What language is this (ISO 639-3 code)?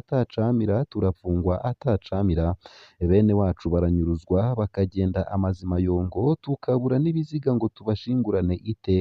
run